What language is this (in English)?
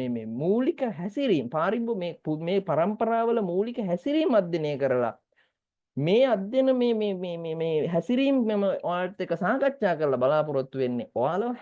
Sinhala